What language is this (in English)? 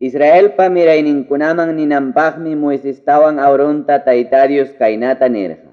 Ayacucho Quechua